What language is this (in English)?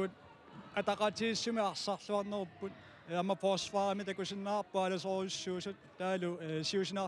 Kalaallisut